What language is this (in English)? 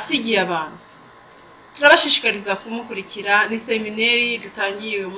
Kinyarwanda